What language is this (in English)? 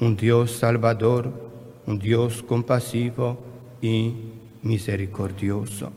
Papiamento